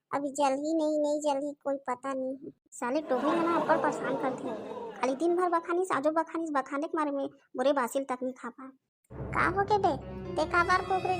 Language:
Chhattisgarhi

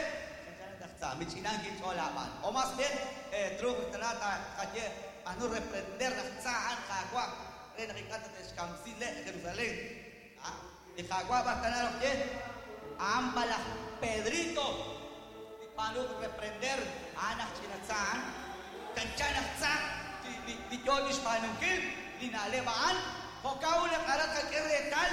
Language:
Kekchí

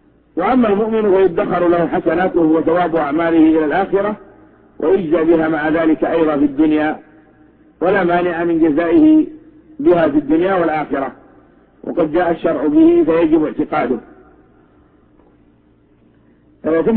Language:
Arabic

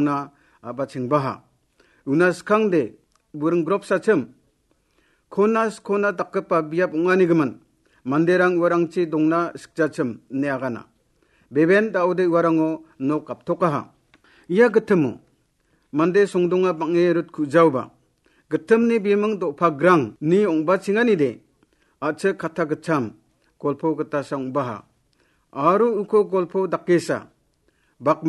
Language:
Garo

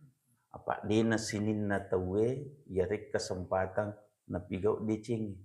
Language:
Buginese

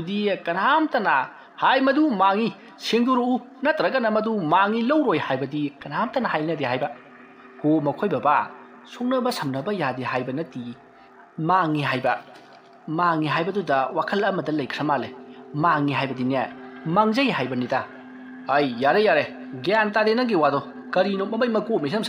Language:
Manipuri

